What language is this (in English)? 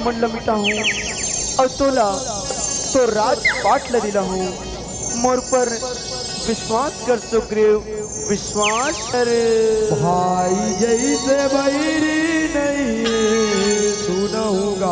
Chhattisgarhi